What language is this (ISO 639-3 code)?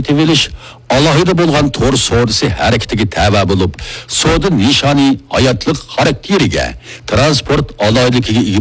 uig